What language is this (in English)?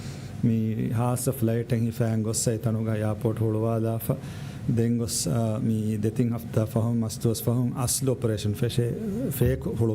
Divehi